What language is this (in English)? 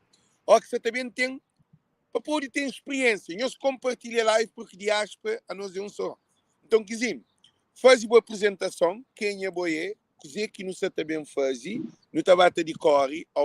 Kabuverdianu